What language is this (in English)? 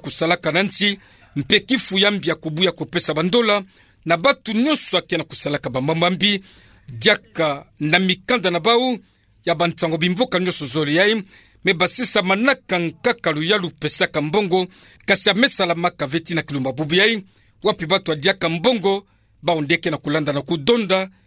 Kituba (Democratic Republic of Congo)